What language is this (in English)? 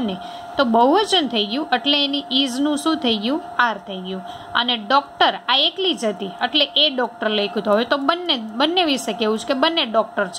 Gujarati